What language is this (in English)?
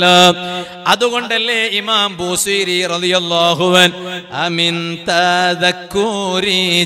Malayalam